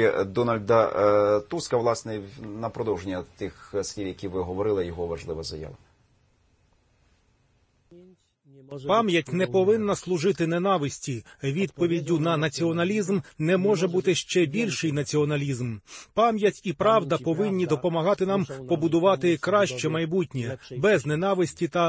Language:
Ukrainian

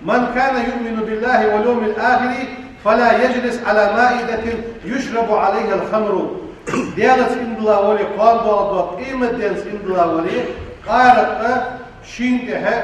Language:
Ingush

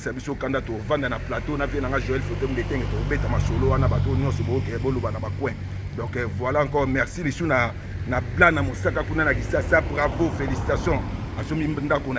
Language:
Lingala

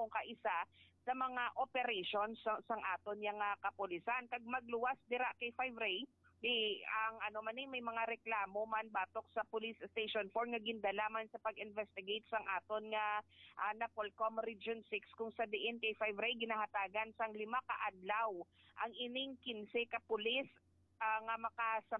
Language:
Hiligaynon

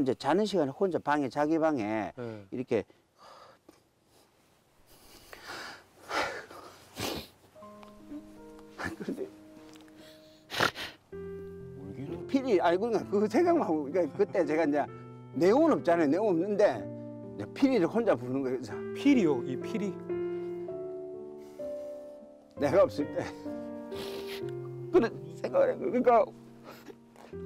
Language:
Korean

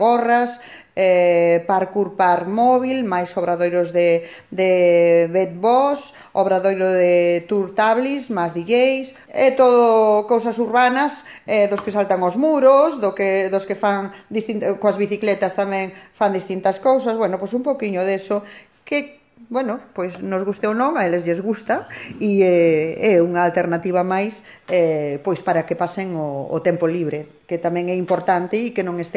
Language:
Galician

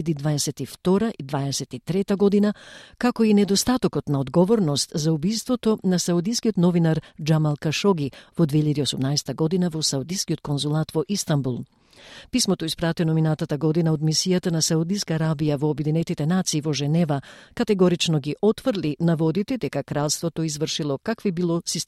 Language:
Macedonian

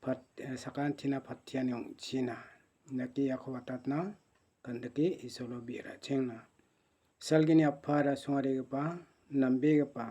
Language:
Garo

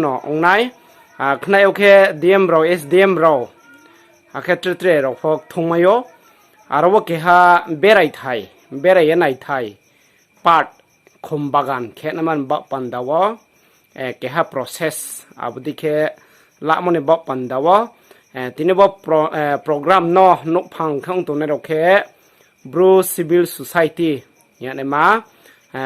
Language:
Riang (India)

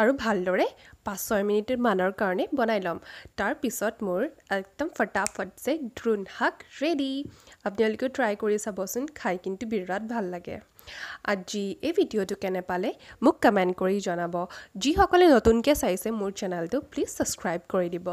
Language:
Assamese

